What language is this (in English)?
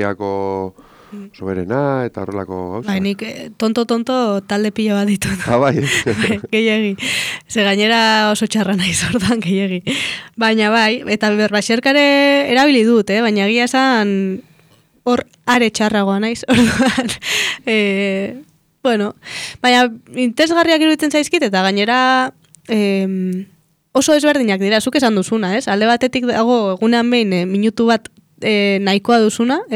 Basque